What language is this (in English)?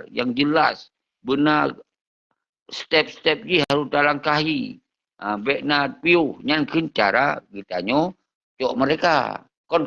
Achinese